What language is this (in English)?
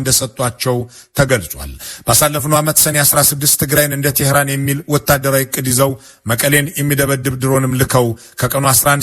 Amharic